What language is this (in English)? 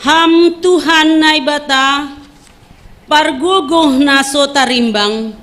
Batak Simalungun